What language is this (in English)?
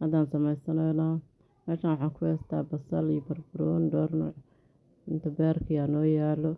Somali